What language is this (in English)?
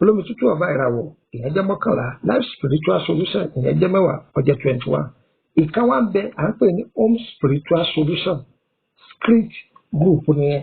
Yoruba